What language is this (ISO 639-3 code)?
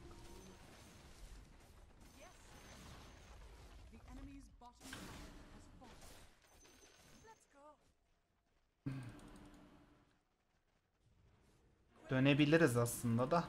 tur